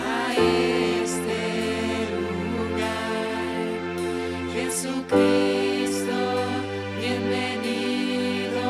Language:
Plautdietsch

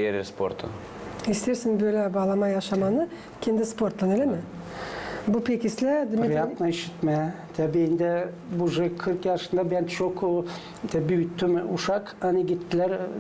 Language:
Gagauz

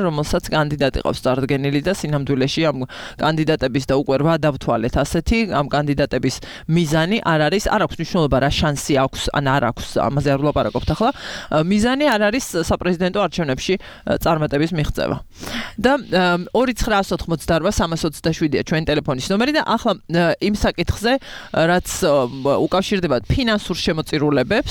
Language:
Georgian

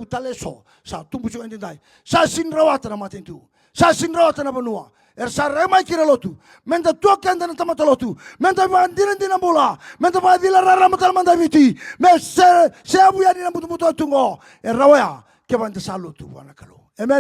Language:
Fijian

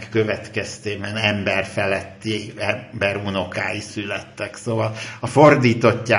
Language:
Hungarian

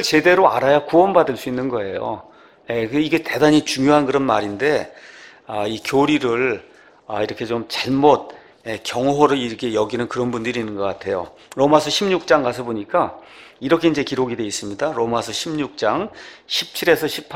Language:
Korean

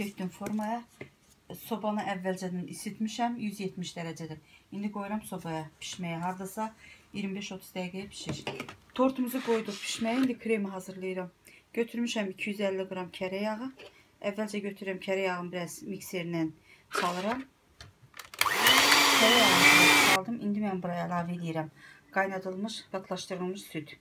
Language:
Azerbaijani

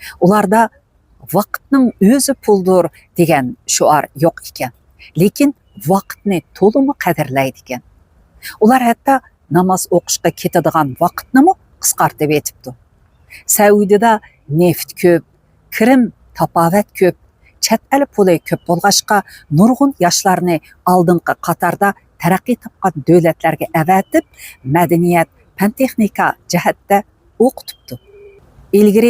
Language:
Uyghur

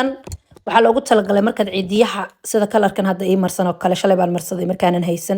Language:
Somali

